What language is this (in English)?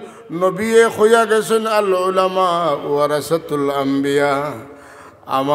Sylheti